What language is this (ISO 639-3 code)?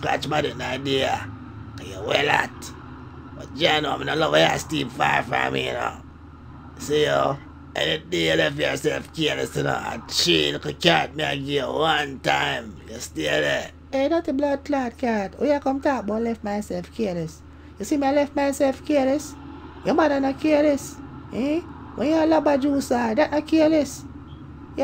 jam